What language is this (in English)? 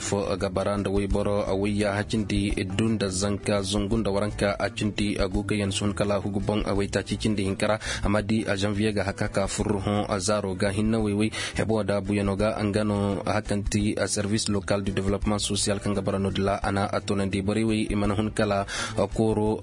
Koyraboro Senni